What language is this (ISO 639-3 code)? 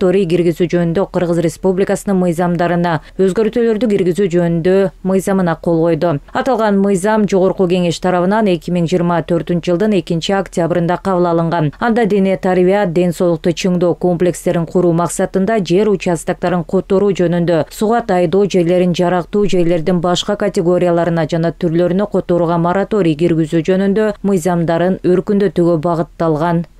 kir